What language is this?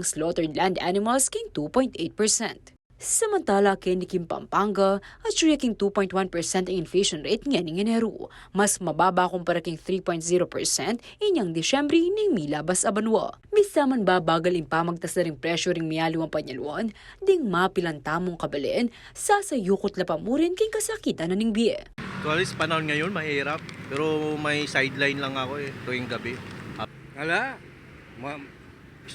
Pampanga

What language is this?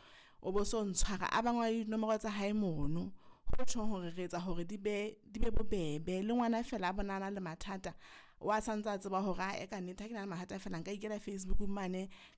Southern Sotho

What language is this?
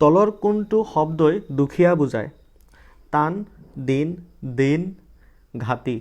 Assamese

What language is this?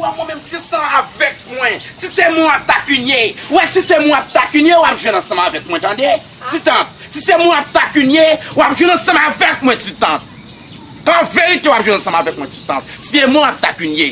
Haitian Creole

